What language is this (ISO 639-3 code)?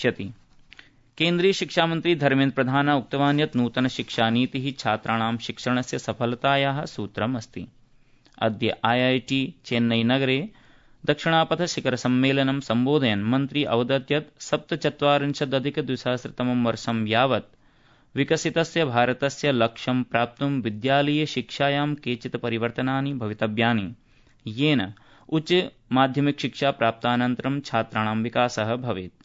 san